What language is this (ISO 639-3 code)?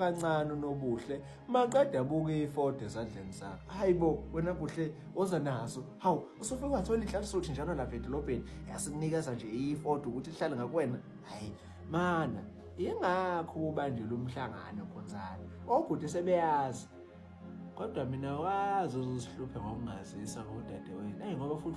zul